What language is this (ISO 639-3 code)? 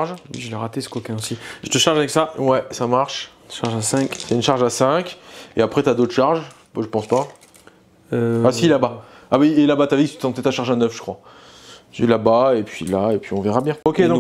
fra